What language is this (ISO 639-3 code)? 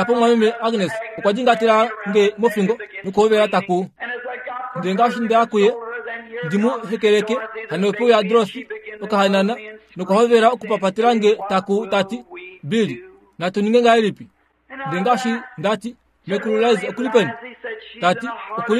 kua